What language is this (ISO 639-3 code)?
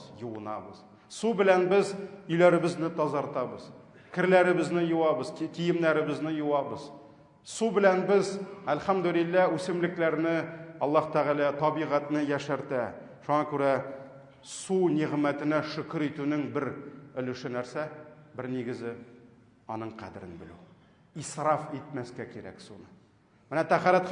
tat